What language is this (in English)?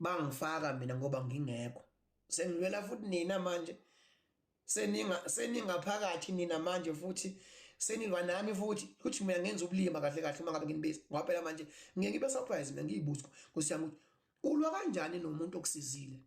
Zulu